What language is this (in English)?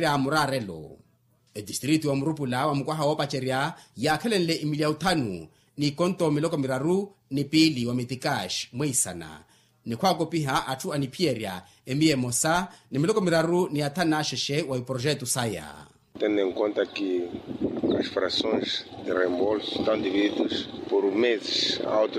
Makhuwa